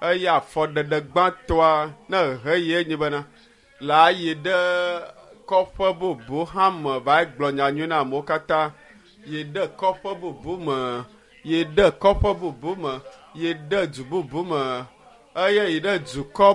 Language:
Ewe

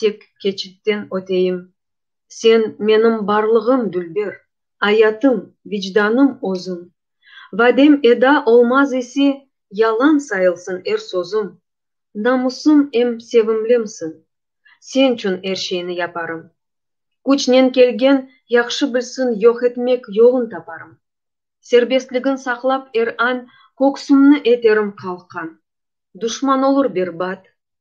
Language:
Crimean Tatar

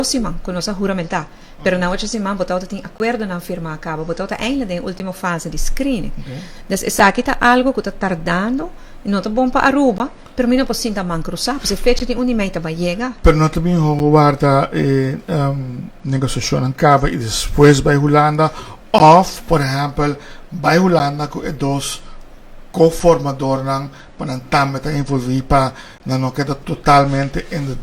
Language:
Papiamento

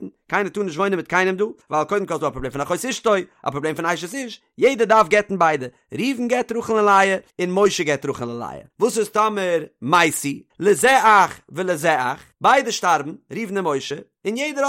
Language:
Yiddish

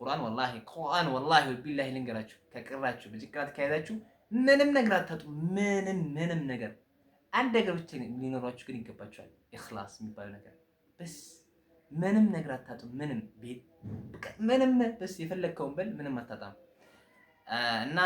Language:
Amharic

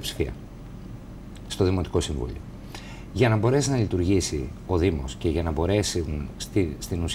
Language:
Greek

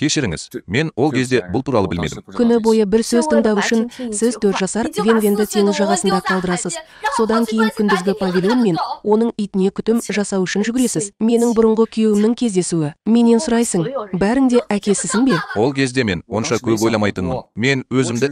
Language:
Kazakh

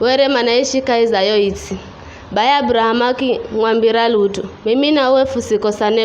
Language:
Giryama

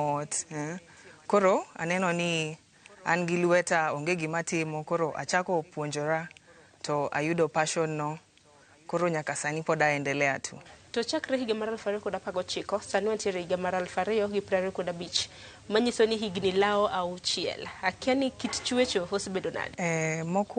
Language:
Luo (Kenya and Tanzania)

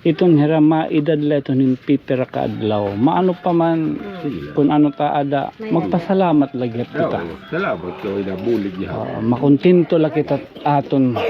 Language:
Waray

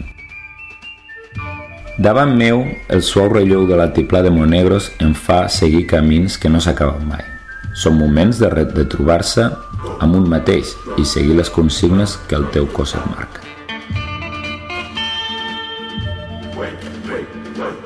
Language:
Catalan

